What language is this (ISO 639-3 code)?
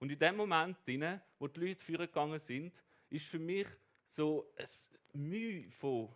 gsw